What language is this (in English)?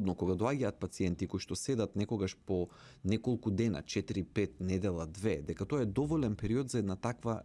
Macedonian